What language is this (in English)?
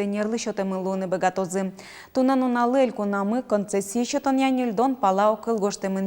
Udmurt